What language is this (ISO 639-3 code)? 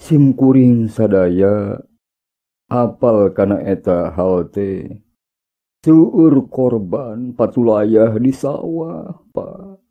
sun